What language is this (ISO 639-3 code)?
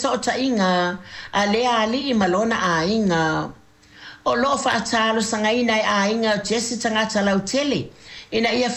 smo